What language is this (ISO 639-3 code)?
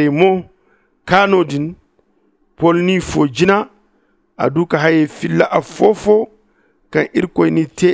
dje